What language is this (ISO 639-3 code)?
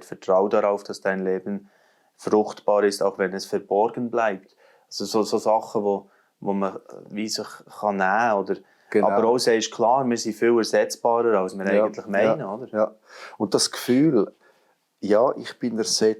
gsw